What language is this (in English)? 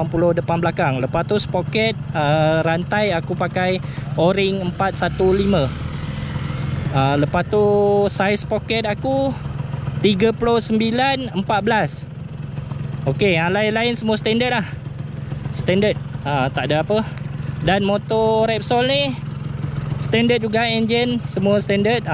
Malay